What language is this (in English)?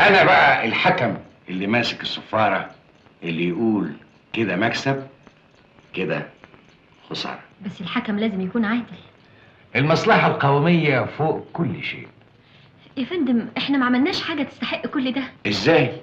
Egyptian Arabic